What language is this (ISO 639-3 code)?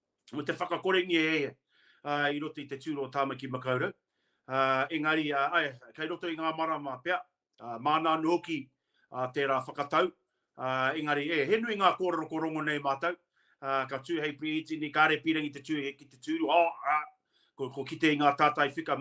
mri